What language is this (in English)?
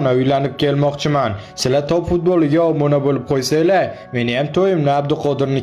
Uzbek